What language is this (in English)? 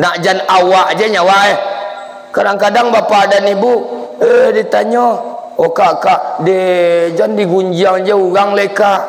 Minangkabau